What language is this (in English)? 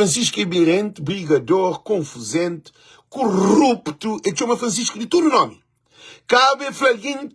Kabuverdianu